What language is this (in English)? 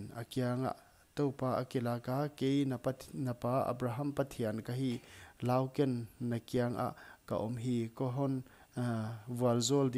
Paite Chin